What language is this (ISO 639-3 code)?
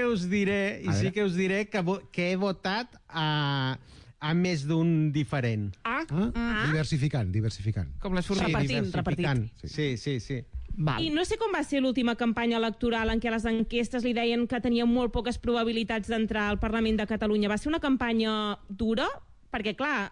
cat